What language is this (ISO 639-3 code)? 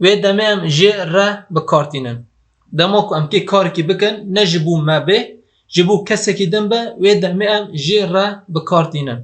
kur